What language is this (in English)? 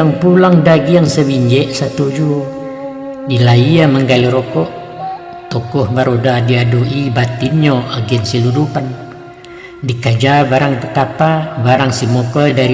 Minangkabau